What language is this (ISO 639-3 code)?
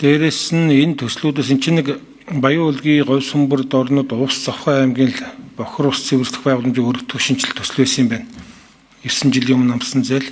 mon